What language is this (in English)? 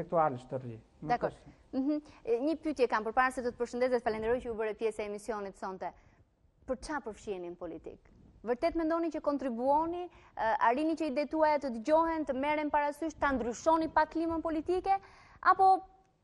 Albanian